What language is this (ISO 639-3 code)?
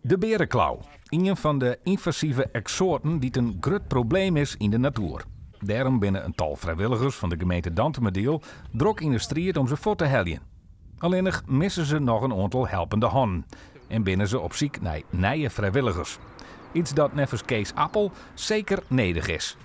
fry